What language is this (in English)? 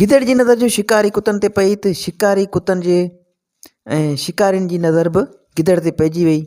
Sindhi